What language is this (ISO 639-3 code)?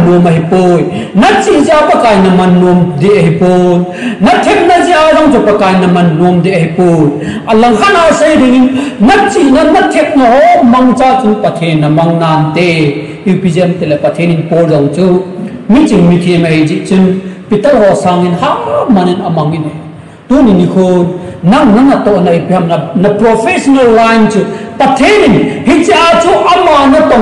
tcz